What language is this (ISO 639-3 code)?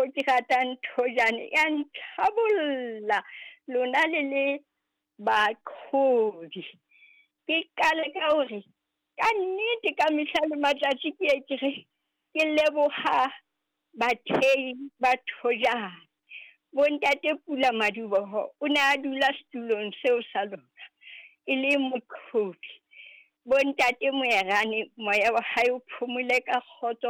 sot